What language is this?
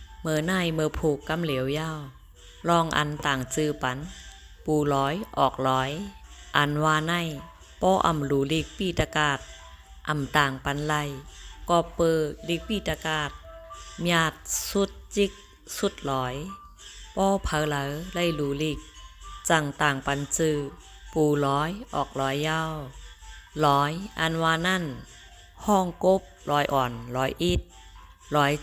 Shan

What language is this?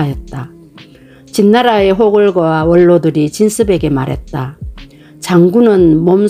Korean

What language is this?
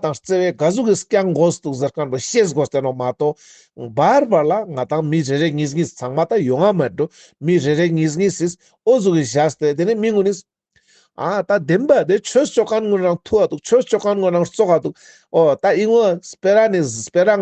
Ladakhi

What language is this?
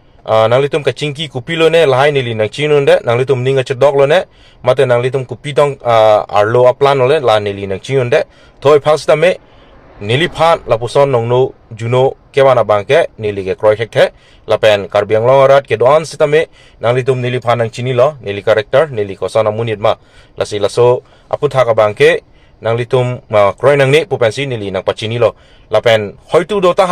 Karbi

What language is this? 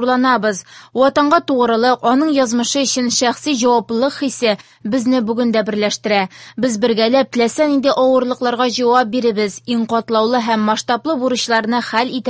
Tatar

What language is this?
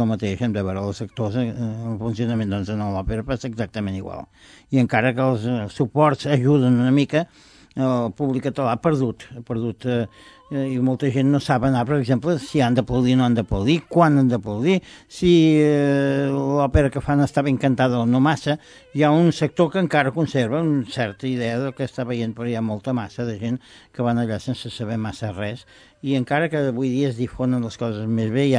Catalan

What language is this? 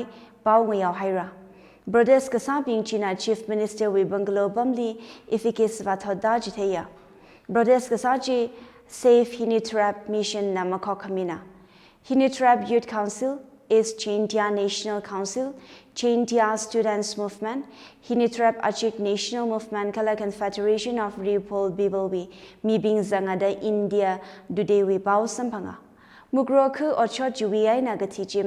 Tangkhul Naga (India)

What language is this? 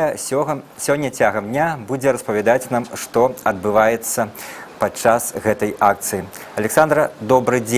Belarusian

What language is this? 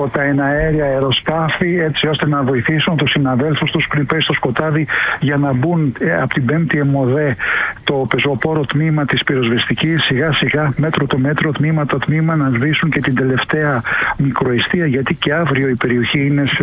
Greek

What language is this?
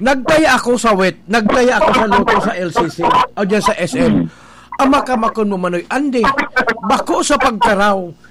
Bikol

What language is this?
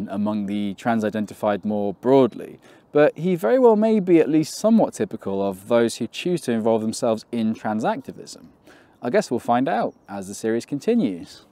English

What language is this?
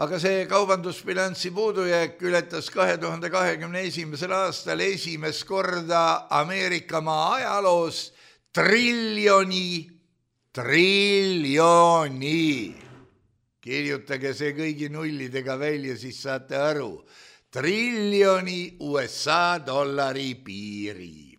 Estonian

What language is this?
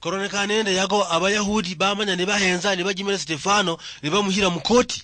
Luyia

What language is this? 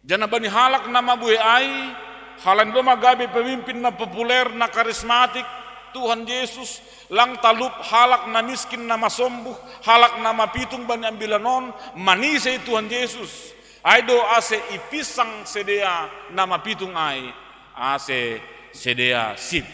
Batak Simalungun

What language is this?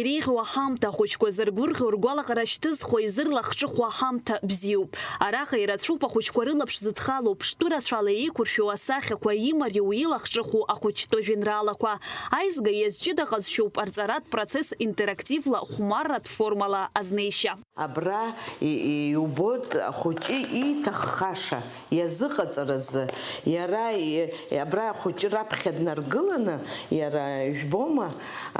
Abkhazian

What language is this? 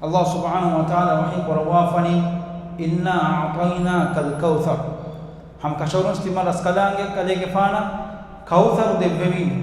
Divehi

